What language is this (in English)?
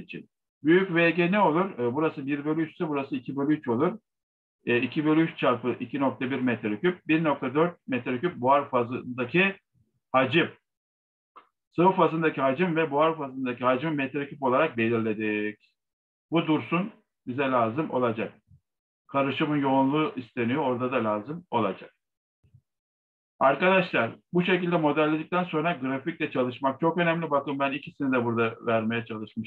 Turkish